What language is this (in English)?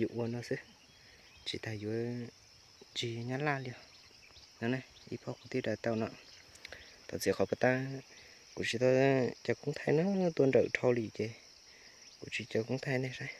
Hmong